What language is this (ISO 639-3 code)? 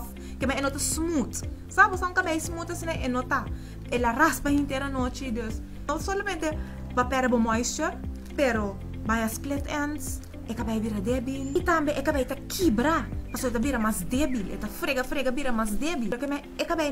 pap